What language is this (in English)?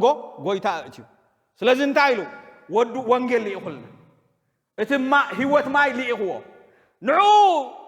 Tigrinya